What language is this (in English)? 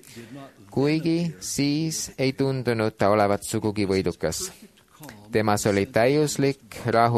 Estonian